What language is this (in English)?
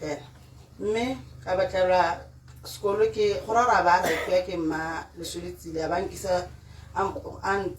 Tswana